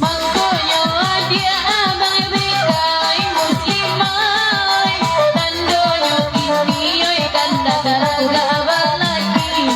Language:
Minangkabau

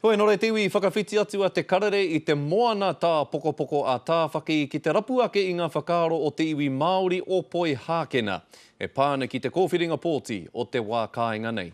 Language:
Māori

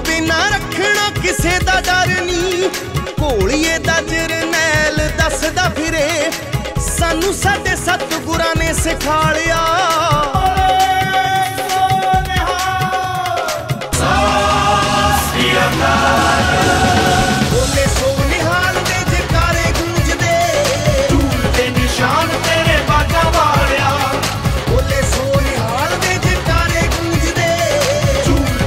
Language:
Punjabi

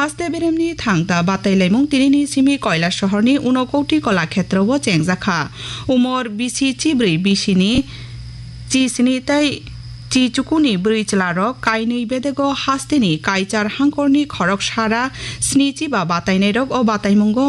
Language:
Kok Borok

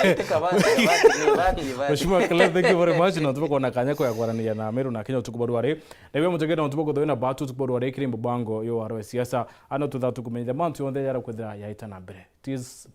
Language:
Meru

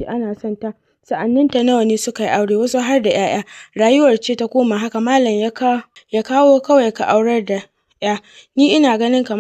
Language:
Hausa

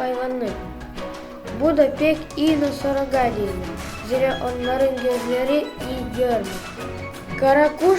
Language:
Gagauz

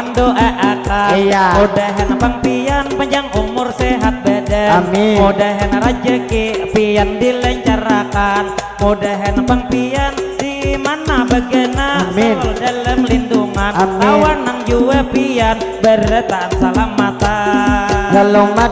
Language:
Banjar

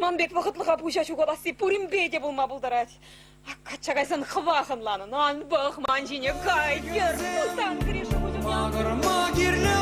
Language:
Chuvash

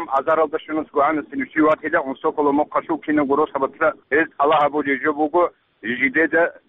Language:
Avaric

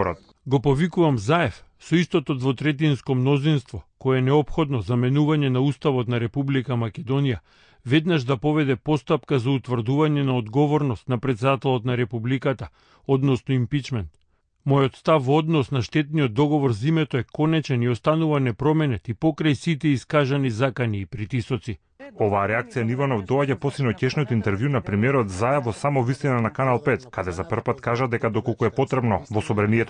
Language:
Macedonian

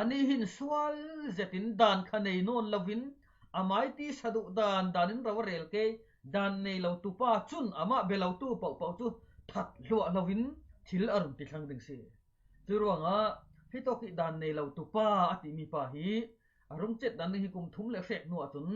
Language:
Falam Chin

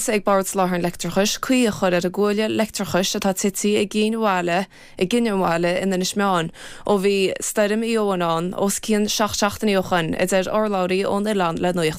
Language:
Irish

